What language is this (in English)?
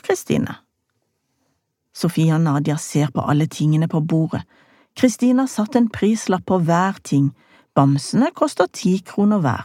Norwegian